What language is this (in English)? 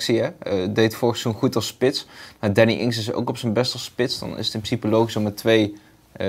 Dutch